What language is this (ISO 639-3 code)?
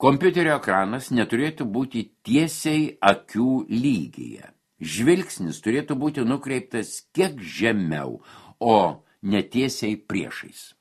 lit